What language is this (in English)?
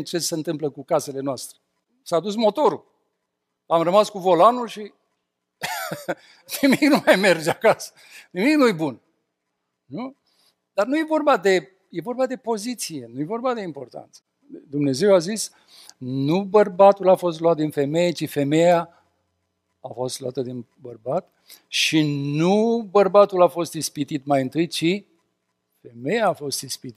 Romanian